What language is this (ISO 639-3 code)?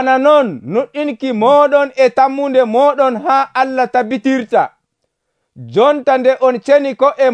fuv